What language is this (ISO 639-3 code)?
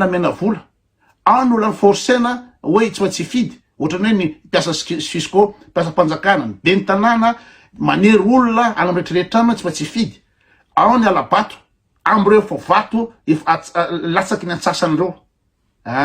mlg